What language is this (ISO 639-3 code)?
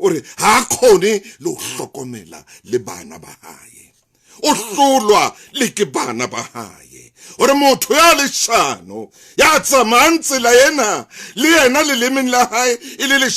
sot